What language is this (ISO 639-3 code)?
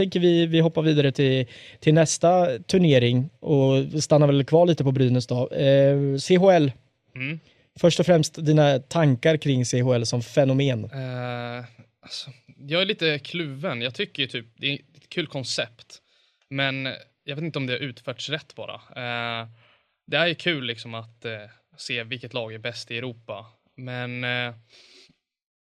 swe